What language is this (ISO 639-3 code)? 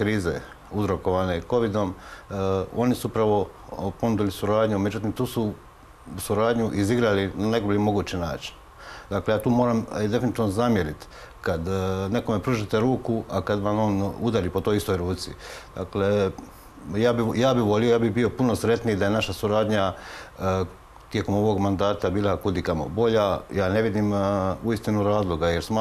hrv